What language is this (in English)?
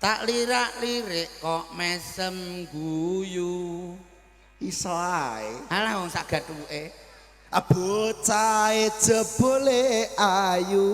Javanese